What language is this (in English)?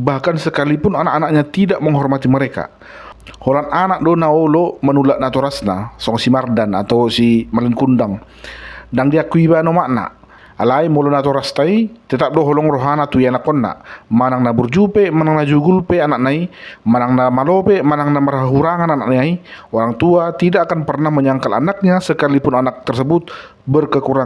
Batak Toba